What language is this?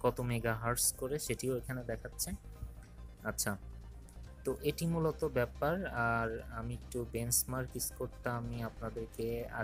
Bangla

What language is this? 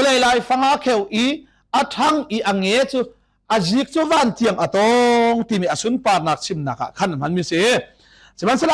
Hakha Chin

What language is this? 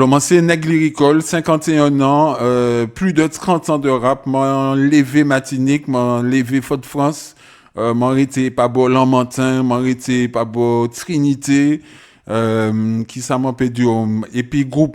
Guadeloupean Creole French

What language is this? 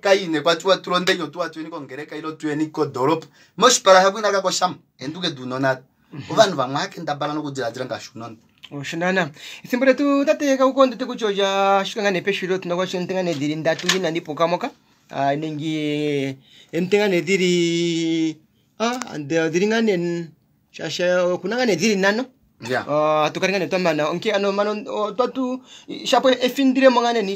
Kuanyama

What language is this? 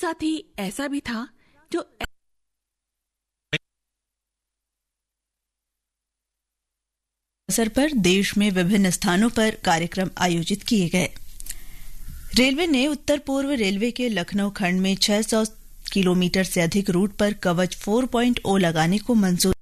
Hindi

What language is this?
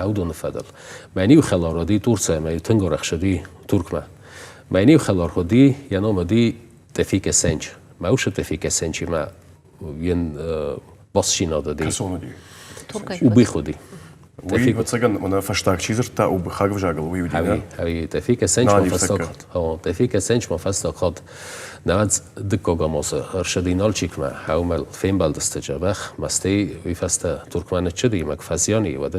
Ossetic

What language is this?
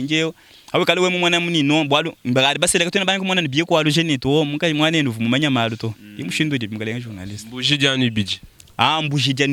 Luba-Lulua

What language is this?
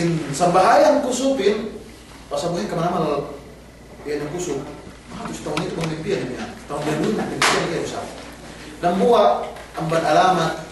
Yakan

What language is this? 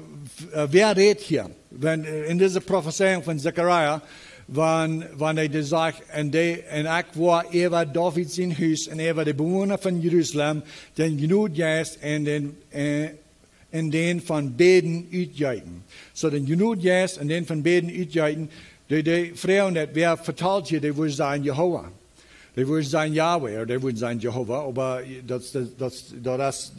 Plautdietsch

